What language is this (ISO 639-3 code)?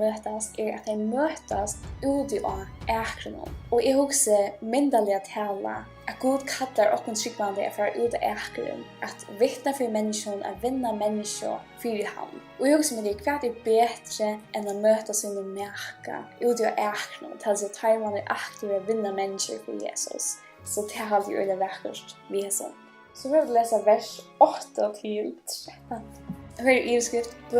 fao